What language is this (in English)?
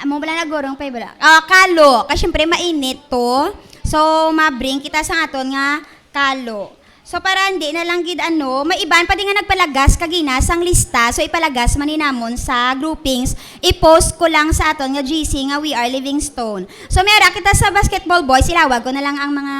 Hiligaynon